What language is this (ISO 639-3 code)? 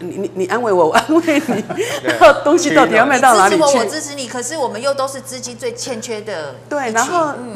zho